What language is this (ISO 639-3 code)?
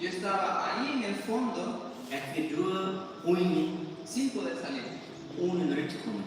pdt